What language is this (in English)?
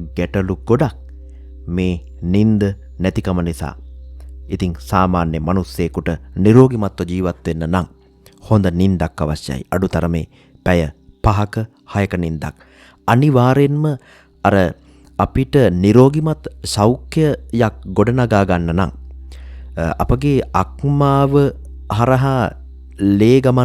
Sinhala